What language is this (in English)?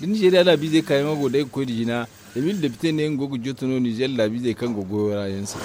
Zarma